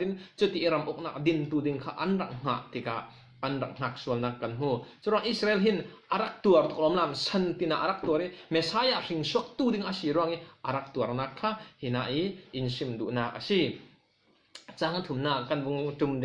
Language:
Falam Chin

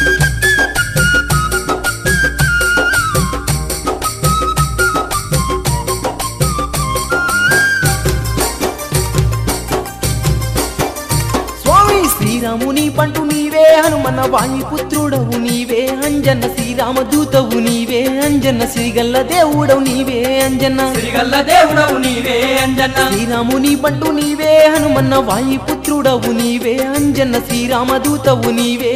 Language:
Telugu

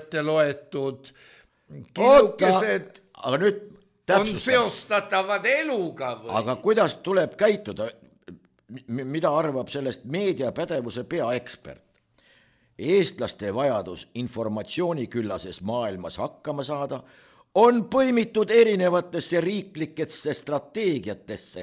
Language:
Estonian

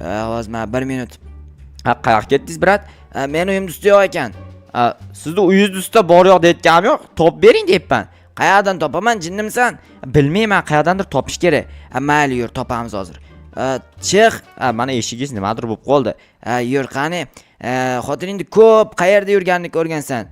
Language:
Uzbek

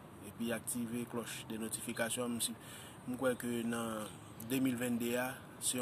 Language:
Haitian Creole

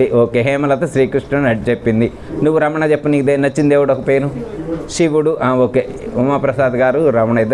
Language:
Telugu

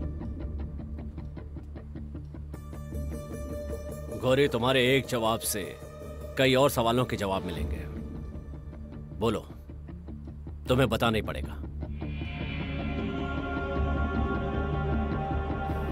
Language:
Hindi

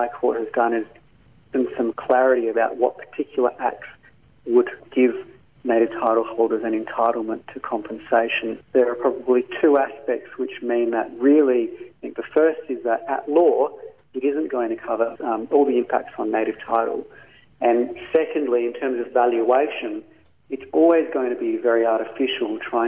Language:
English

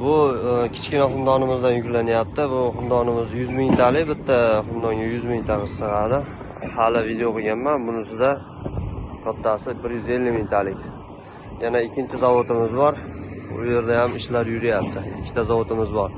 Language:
Uzbek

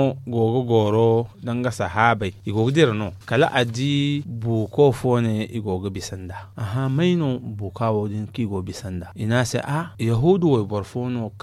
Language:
Zarma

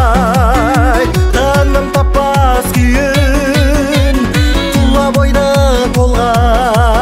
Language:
Kazakh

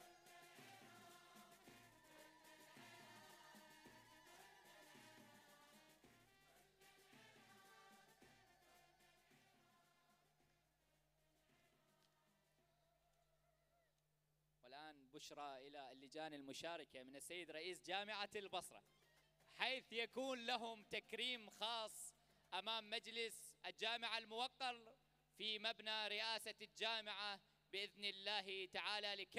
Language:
Arabic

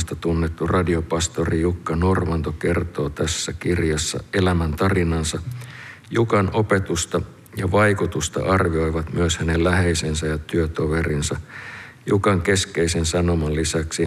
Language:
Finnish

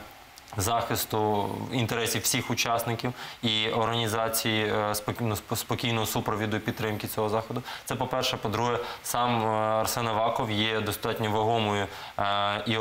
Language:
Ukrainian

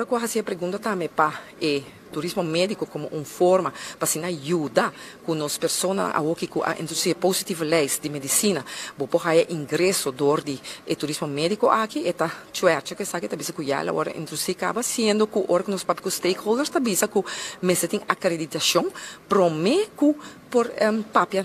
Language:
Papiamento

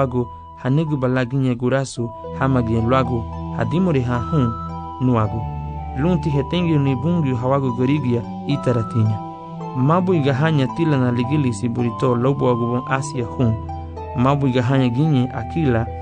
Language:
Garifuna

